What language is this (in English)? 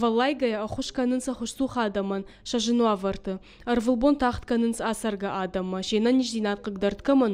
Ossetic